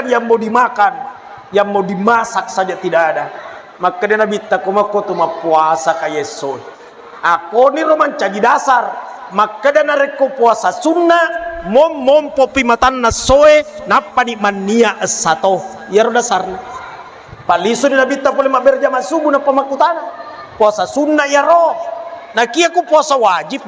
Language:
Buginese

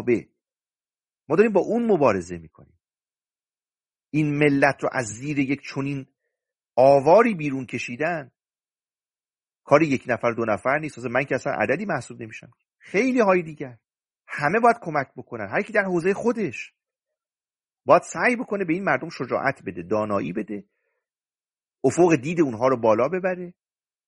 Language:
Persian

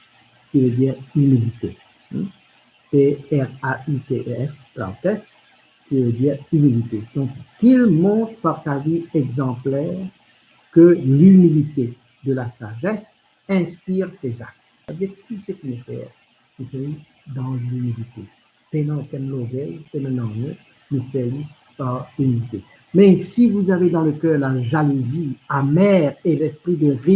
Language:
Morisyen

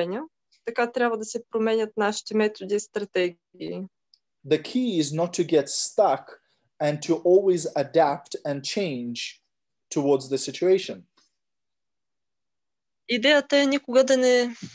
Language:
Bulgarian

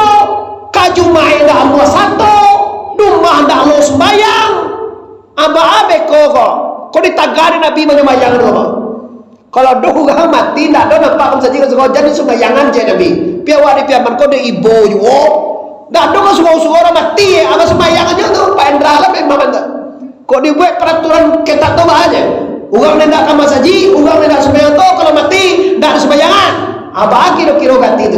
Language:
Minangkabau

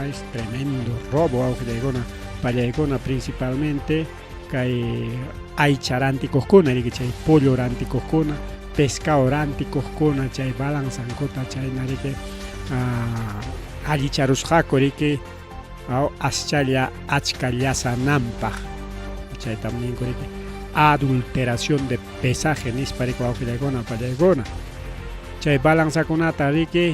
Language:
Ayacucho Quechua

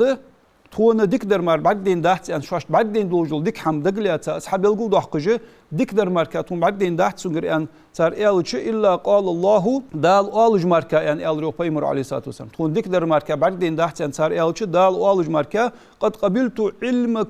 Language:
Ingush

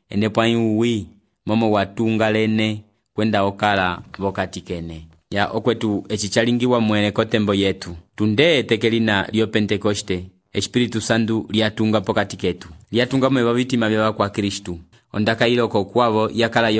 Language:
Umbundu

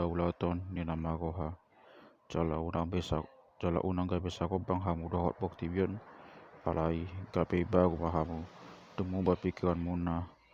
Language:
Batak Toba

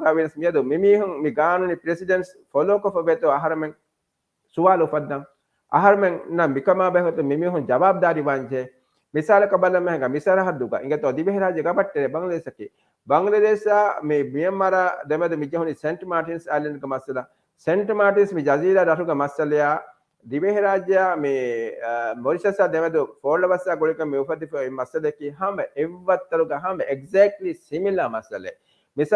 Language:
Divehi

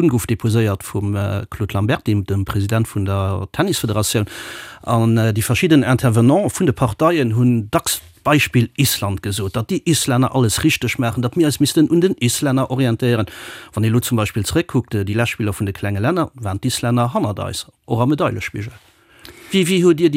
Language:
Luxembourgish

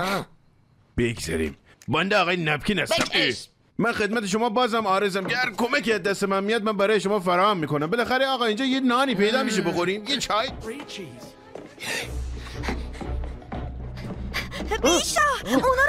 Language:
Persian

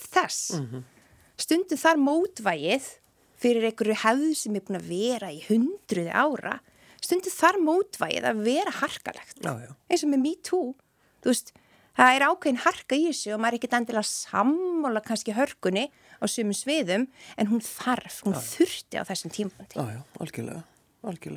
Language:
Icelandic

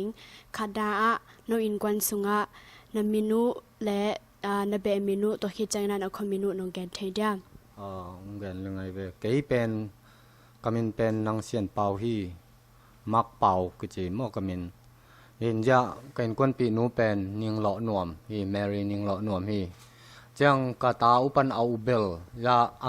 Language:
Tedim Chin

